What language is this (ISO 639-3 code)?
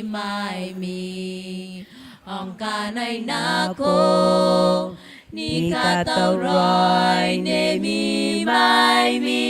gil